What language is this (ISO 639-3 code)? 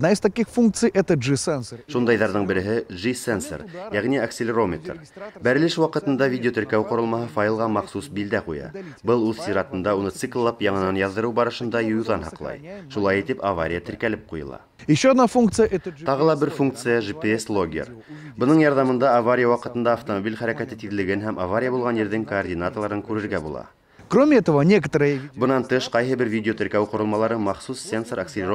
bak